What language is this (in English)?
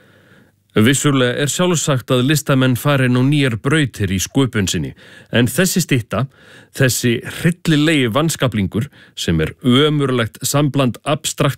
Icelandic